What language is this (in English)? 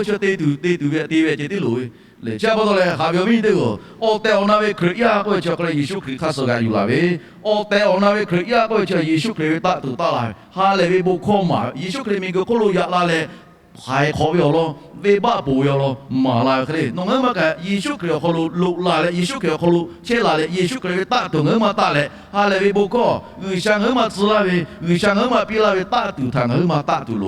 Lahu